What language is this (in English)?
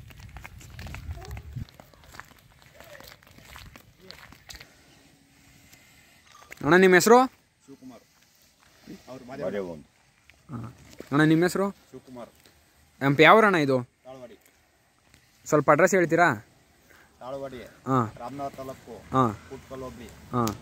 Kannada